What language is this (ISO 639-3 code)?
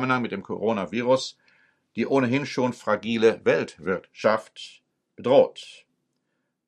deu